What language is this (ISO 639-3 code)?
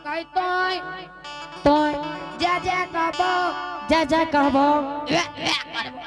anp